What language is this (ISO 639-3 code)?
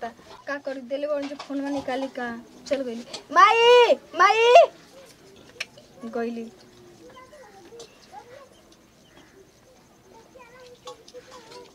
bho